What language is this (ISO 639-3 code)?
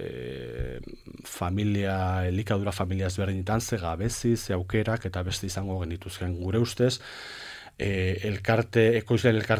eus